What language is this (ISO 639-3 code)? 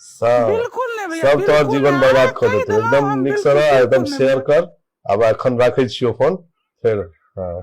mai